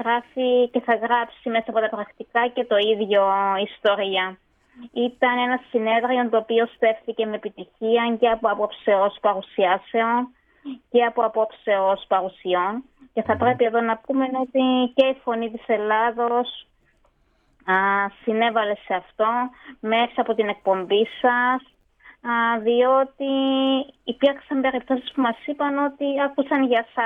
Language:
Greek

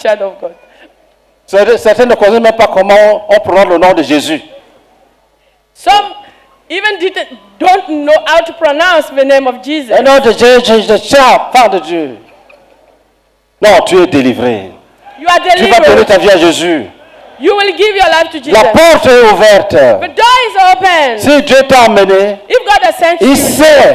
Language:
French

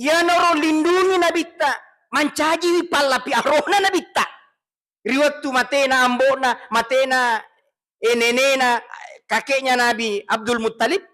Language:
Buginese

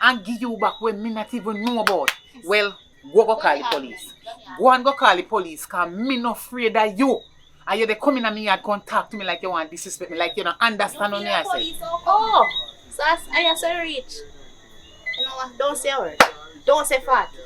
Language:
Jamaican Creole English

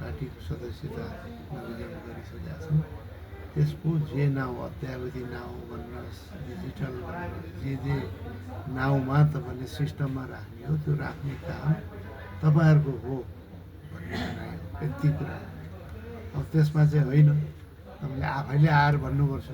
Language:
Nepali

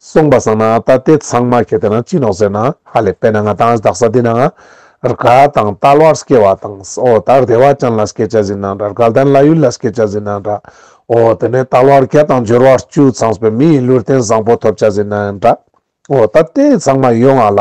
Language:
Ladakhi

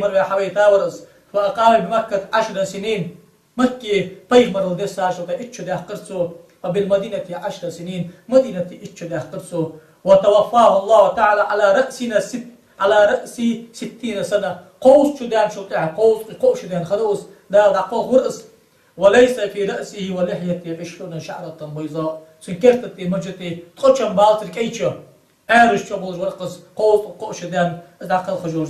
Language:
Ingush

